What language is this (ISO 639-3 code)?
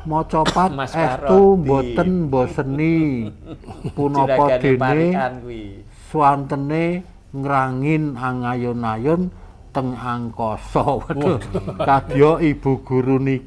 jav